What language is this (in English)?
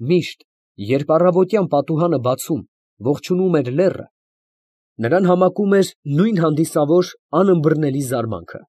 Armenian